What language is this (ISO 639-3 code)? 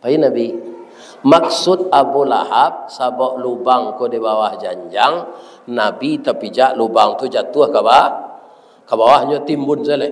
min